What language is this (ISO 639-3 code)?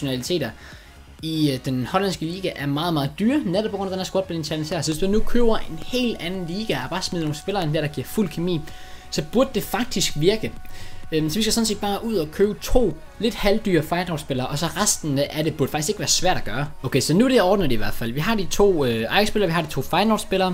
dan